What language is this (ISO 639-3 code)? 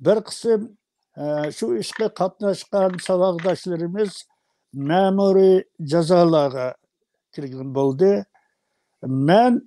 uig